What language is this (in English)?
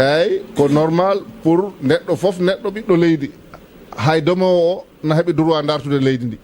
Fula